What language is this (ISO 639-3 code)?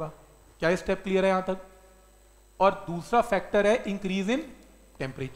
hin